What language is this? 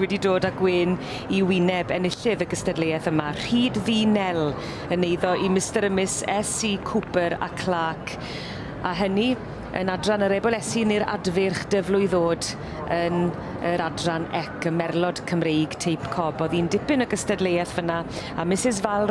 Welsh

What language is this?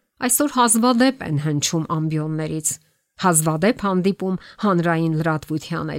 Armenian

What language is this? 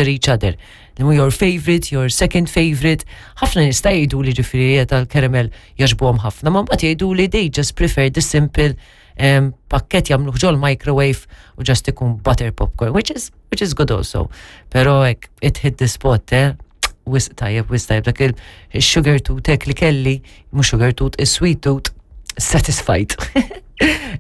Maltese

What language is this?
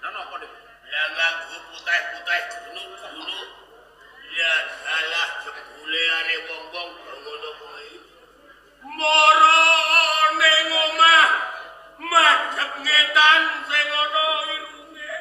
Javanese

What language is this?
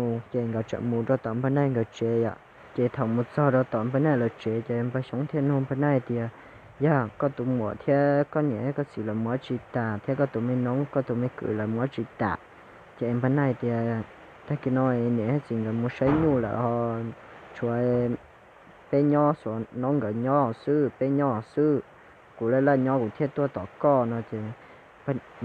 Hmong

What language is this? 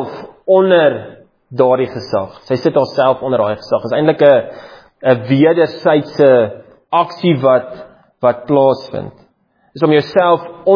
Afrikaans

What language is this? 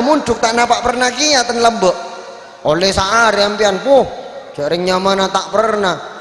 Madurese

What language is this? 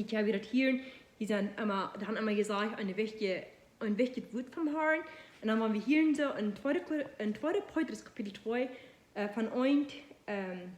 Plautdietsch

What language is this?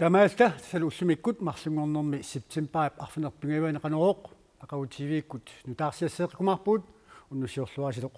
Kalaallisut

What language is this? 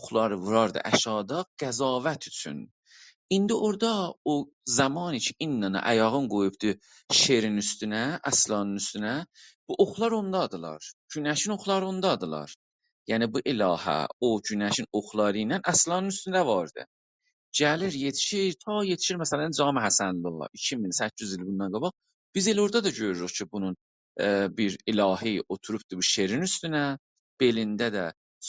South Azerbaijani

